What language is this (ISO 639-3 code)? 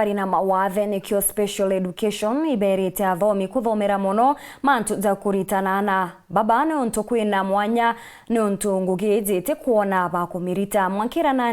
mer